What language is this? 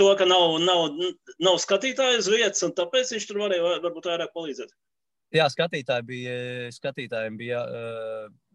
Latvian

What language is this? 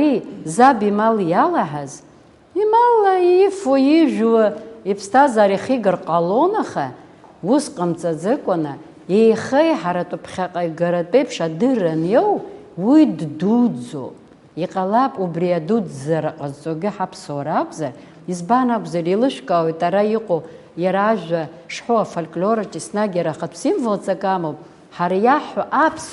Abkhazian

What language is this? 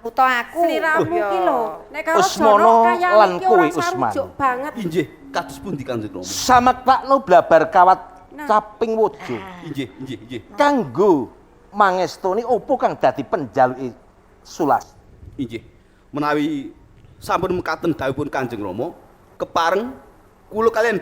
Javanese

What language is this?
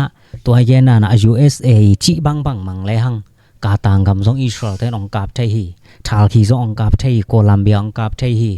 Tedim Chin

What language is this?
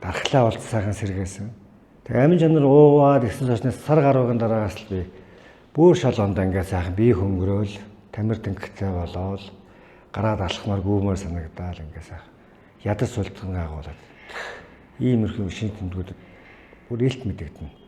Mongolian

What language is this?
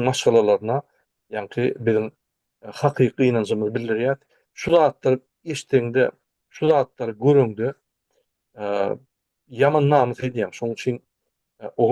Turkmen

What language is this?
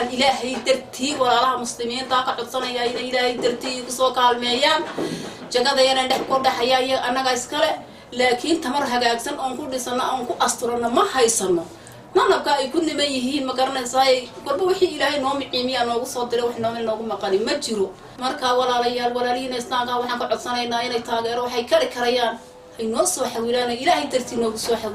Somali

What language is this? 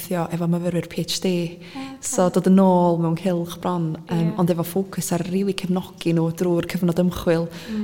Welsh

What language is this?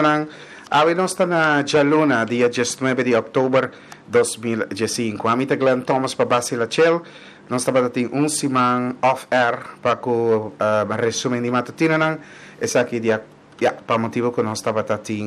Papiamento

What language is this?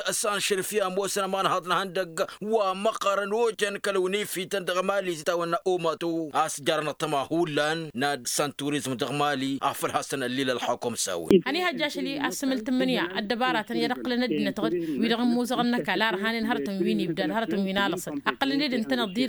Tamasheq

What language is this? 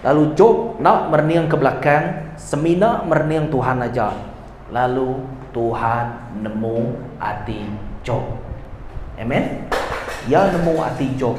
Iban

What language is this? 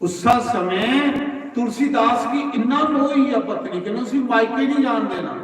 Dogri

